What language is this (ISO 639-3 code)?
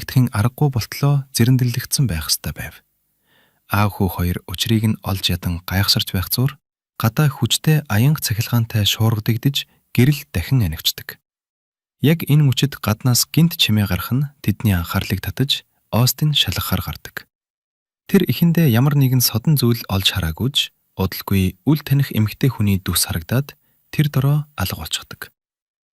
mon